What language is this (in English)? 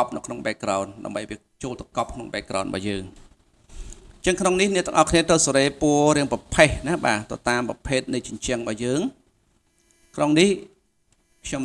Khmer